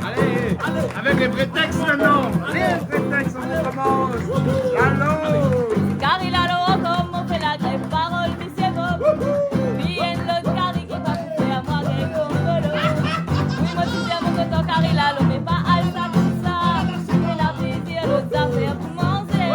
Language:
Réunion Creole French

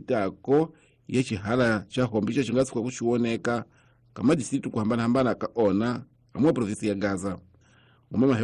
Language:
Tsonga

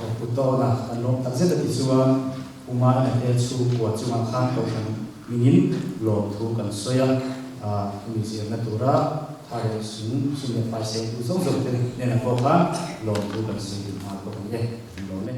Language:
Mizo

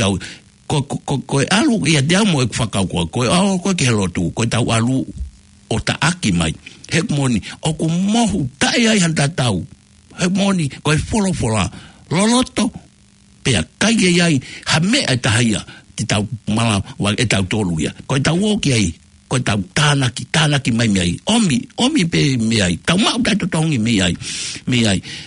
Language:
Tongan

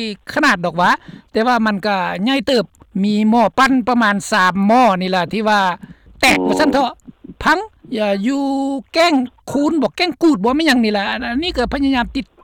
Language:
Lao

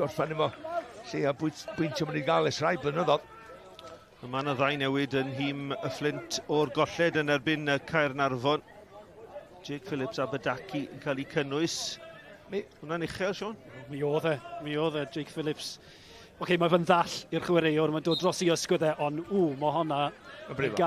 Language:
Welsh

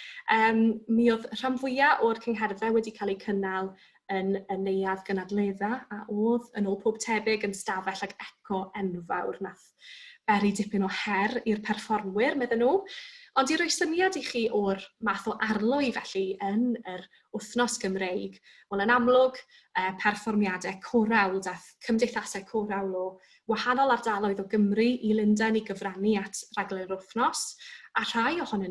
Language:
Welsh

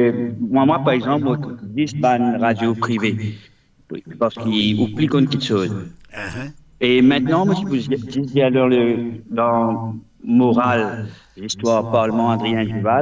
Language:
Morisyen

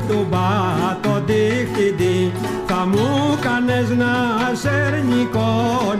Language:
Greek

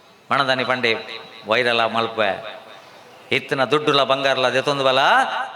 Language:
Tulu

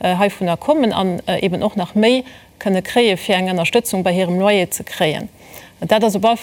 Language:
Luxembourgish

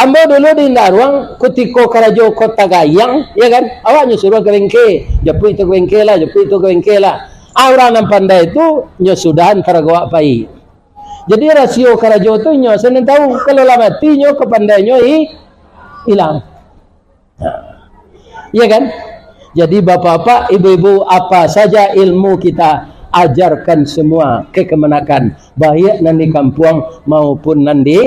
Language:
Minangkabau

